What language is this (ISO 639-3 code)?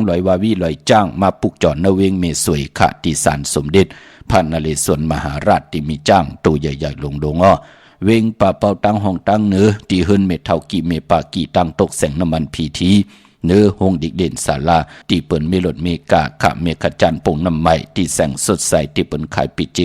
shn